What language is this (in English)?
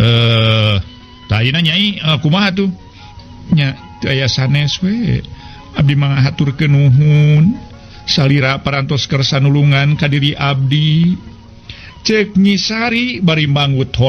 Sundanese